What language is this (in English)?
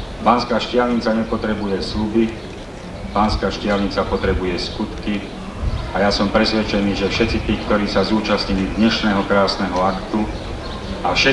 Slovak